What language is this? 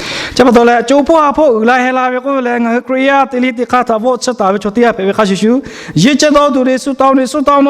Lahu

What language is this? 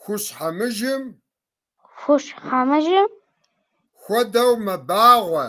Kabardian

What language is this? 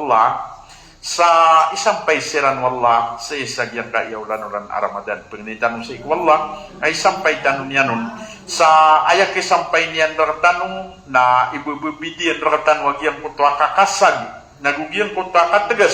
Maranao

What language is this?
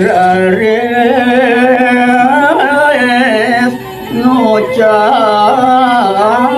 Balinese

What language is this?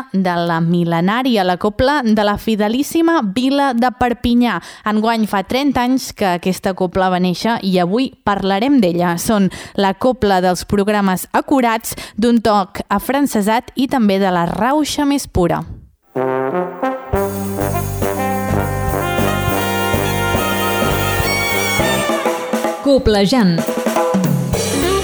Catalan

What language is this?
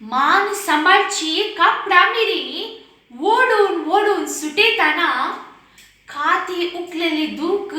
Konkani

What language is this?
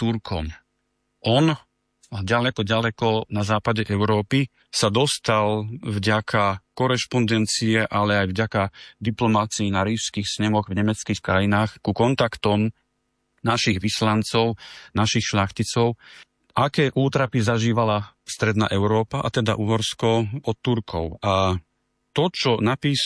Slovak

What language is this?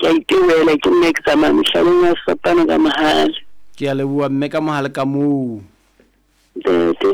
Southern Sotho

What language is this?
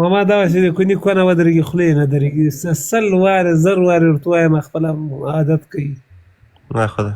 Pashto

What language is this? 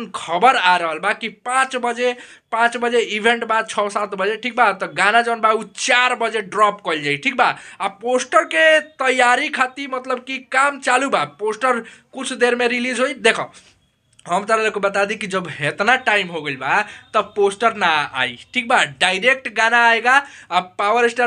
Bhojpuri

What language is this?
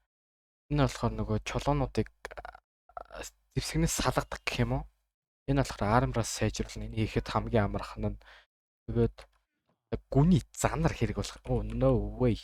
Mongolian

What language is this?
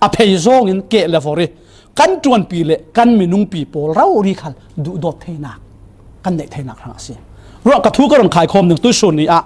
Falam Chin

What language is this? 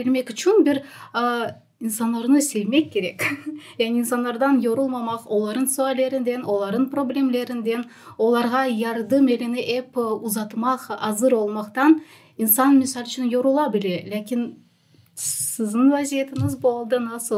Crimean Tatar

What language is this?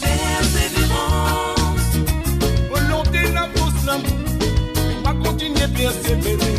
Morisyen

